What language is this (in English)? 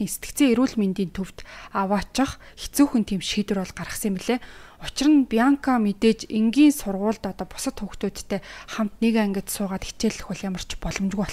Mongolian